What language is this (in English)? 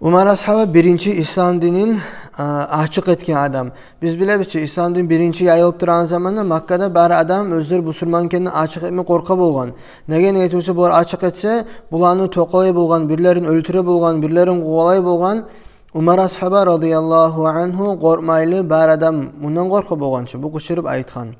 Kumyk